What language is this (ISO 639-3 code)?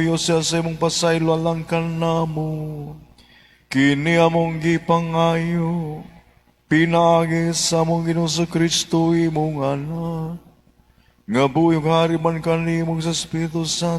ceb